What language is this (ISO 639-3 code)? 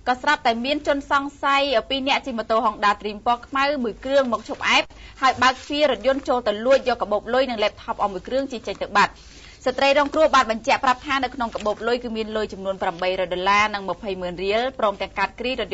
khm